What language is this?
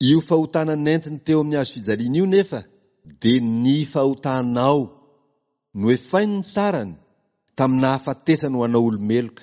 Malagasy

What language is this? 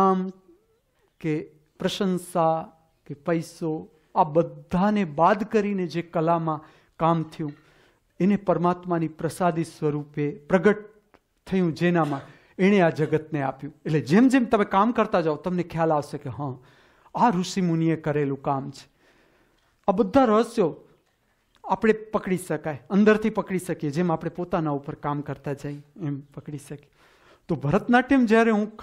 Gujarati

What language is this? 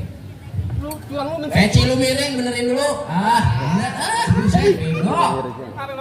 Betawi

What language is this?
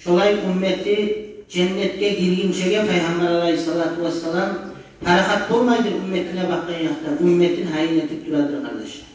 Kumyk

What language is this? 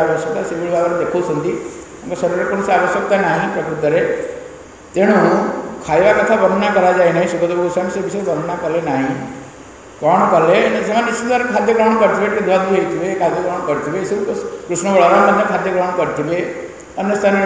Odia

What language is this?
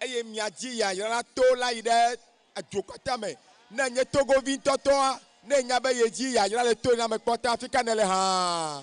Ewe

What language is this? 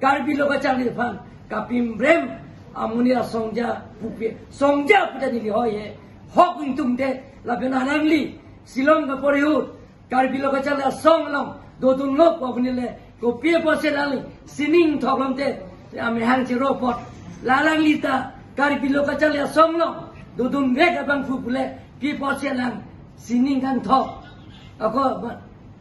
Karbi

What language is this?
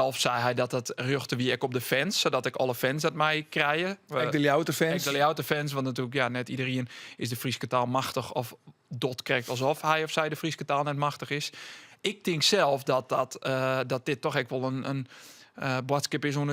Western Frisian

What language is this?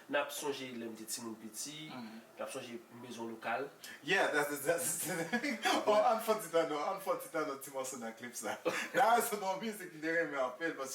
Haitian Creole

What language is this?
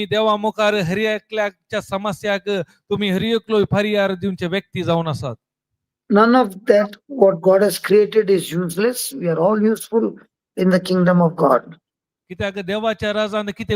Konkani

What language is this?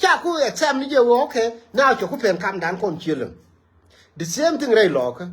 Nuer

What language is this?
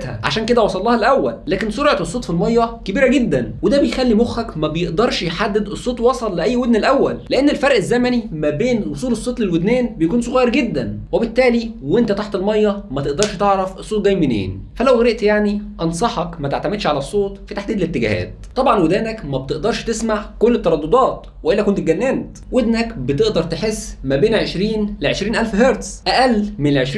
Egyptian Arabic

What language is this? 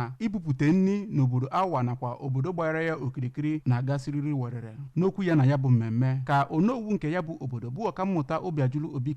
Igbo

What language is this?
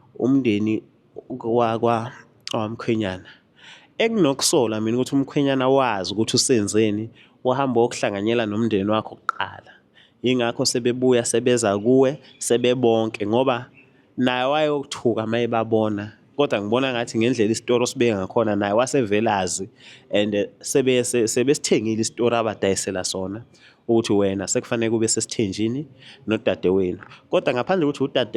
Zulu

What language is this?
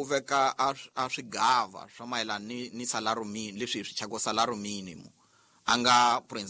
Tsonga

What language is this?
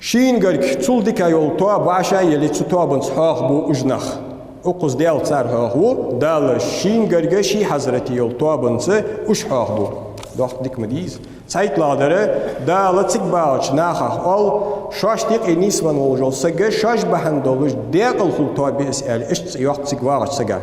Ingush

